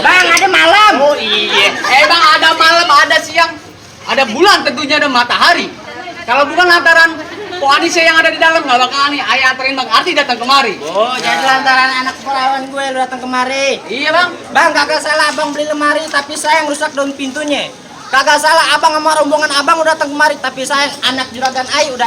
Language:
Betawi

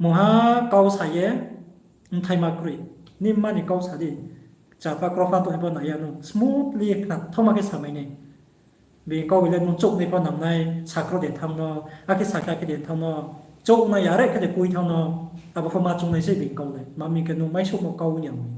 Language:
Riang (India)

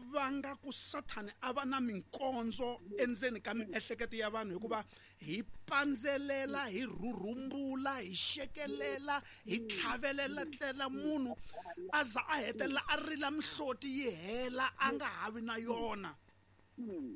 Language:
Tsonga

